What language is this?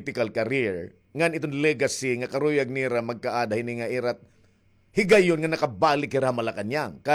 Waray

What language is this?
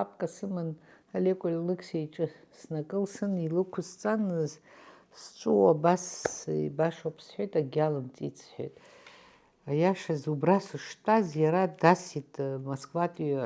Abkhazian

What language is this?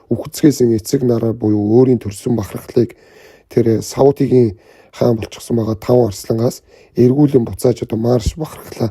Mongolian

